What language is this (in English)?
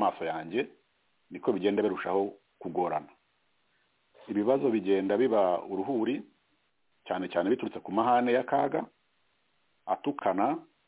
Kinyarwanda